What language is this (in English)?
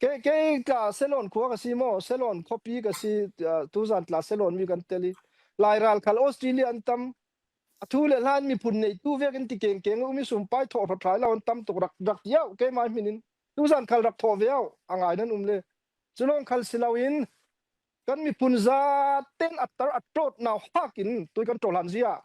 Falam Chin